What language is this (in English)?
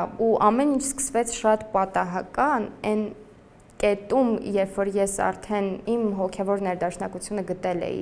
Armenian